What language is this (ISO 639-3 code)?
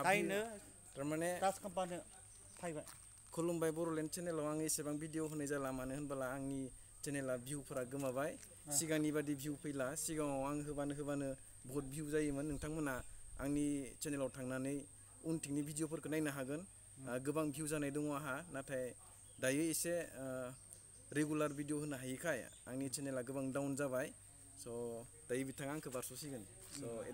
brx